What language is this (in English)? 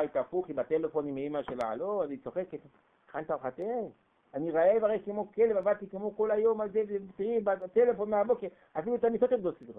Hebrew